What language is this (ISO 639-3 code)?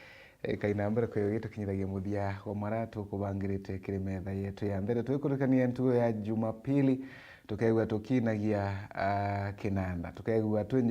mer